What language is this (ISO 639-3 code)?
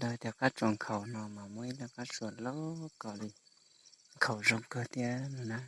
hmn